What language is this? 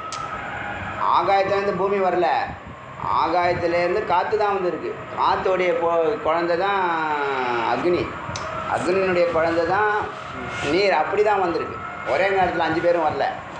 Tamil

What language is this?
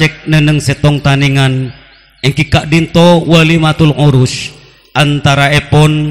Madurese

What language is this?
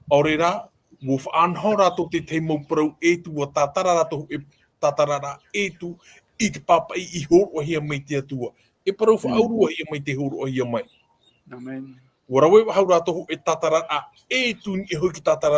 Tahitian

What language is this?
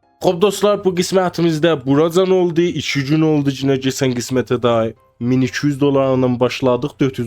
South Azerbaijani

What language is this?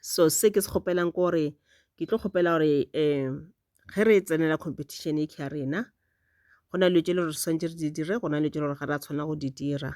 Northern Sotho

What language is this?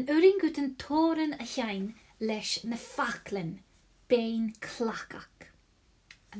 Scottish Gaelic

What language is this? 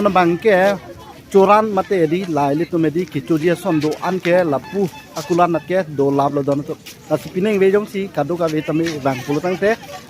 Karbi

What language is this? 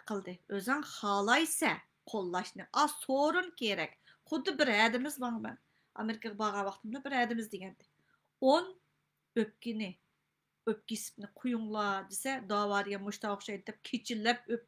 Uyghur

